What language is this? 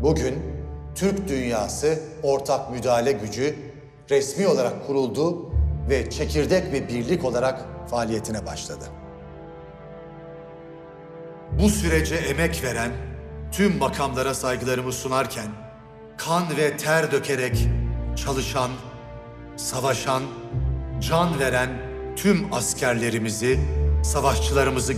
Turkish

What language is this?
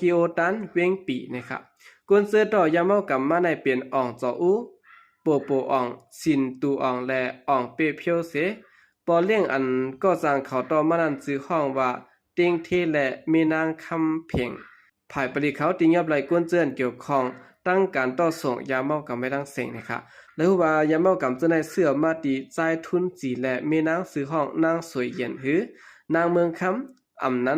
Shan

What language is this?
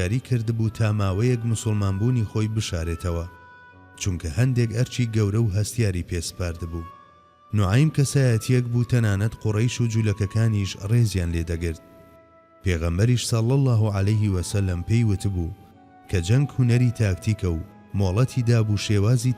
Central Kurdish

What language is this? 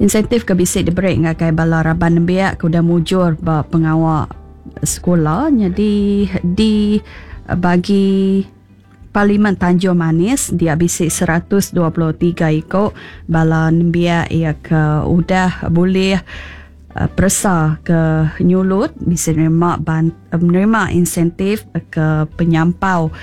Iban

